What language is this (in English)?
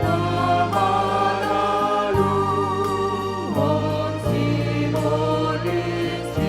Batak Toba